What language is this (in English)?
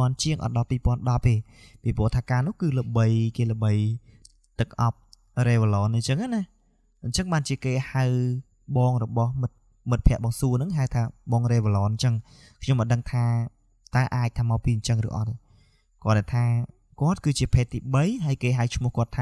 Khmer